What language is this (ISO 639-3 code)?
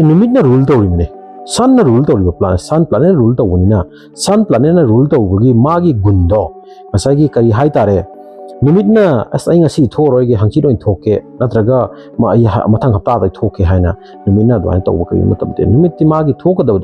mni